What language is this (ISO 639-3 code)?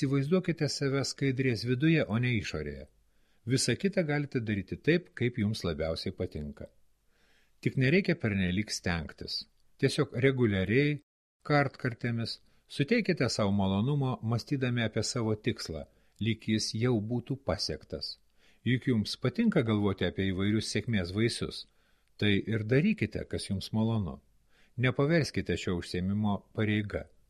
lit